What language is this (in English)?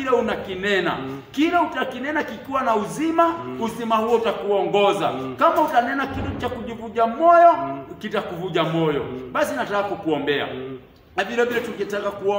Swahili